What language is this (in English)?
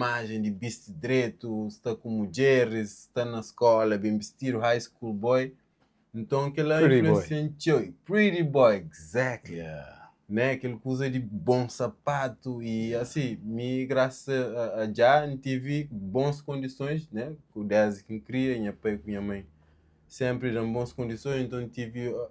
Kabuverdianu